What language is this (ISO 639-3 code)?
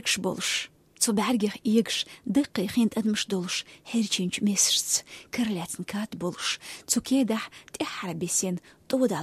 che